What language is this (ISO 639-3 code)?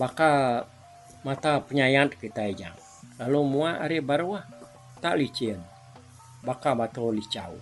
iba